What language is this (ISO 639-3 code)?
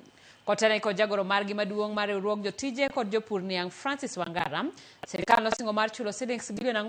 luo